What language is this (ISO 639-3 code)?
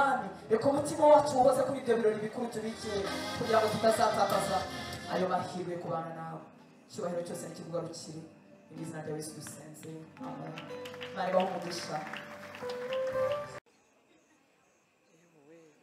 kin